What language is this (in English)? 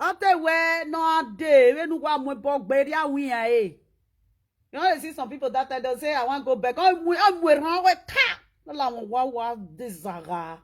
Nigerian Pidgin